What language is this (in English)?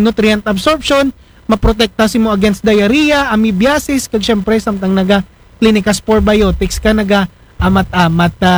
Aklanon